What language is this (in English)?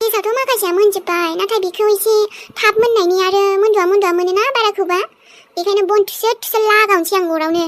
Bodo